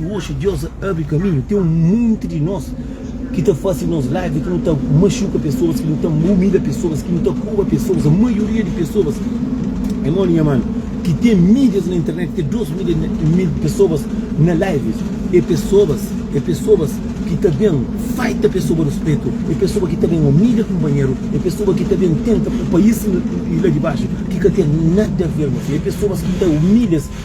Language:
Kabuverdianu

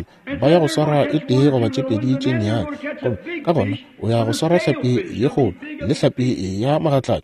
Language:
Northern Sotho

